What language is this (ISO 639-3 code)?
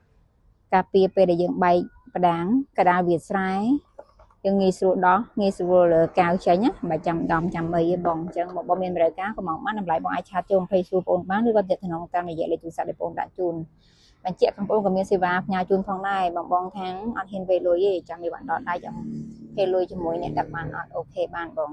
khm